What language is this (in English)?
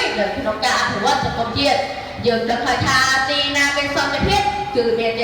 Khmer